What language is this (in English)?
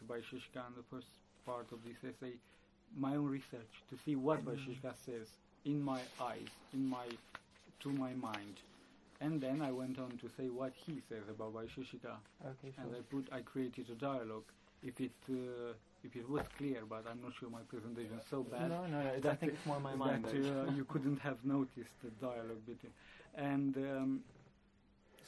English